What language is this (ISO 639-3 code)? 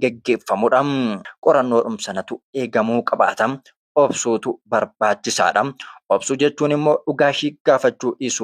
orm